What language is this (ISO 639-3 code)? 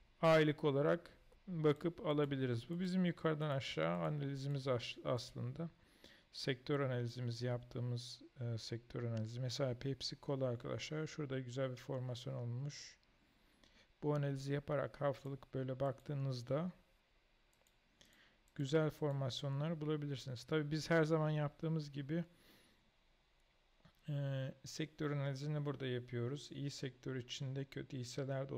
tur